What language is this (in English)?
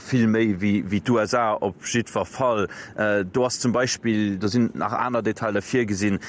Luxembourgish